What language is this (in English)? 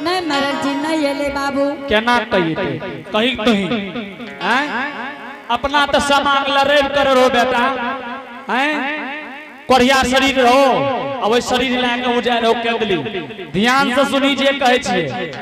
Angika